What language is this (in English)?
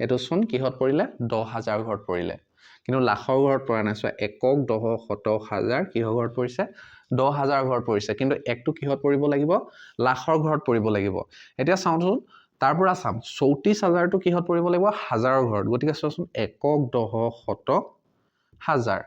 Assamese